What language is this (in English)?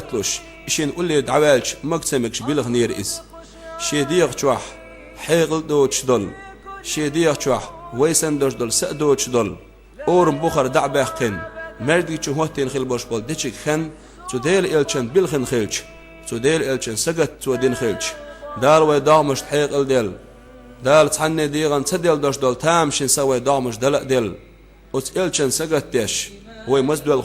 Chechen